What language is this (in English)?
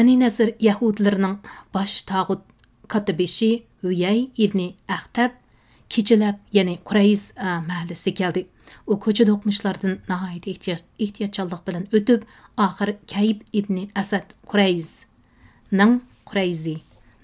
Uyghur